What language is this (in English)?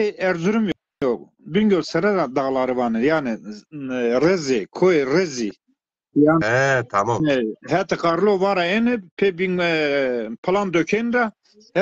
Zaza